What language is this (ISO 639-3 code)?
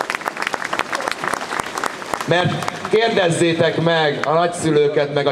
hun